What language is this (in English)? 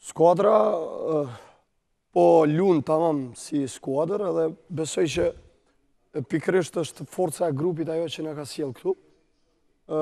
Albanian